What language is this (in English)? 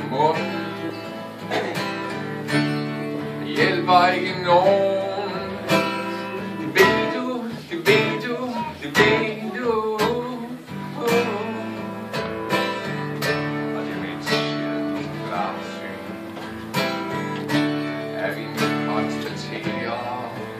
Danish